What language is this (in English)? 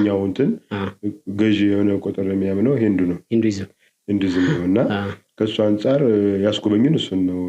Amharic